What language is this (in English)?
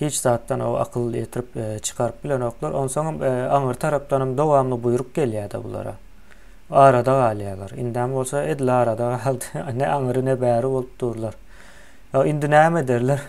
Turkmen